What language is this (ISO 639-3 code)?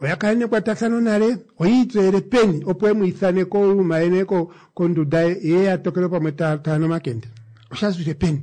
kua